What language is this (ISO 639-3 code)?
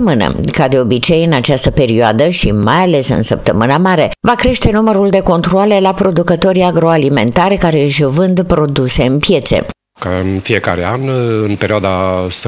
ron